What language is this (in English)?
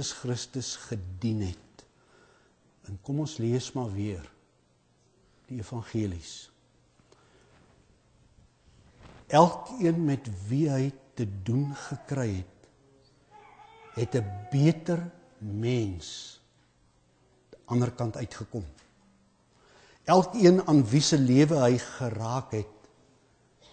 Afrikaans